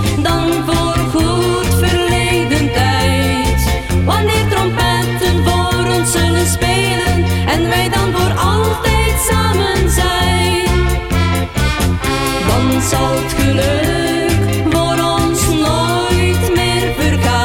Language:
Dutch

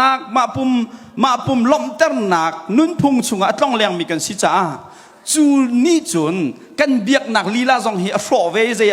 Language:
Hakha Chin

